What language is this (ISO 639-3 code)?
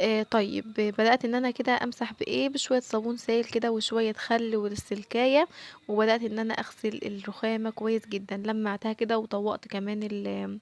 arz